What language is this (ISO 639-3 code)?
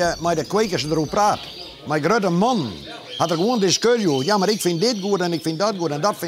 fry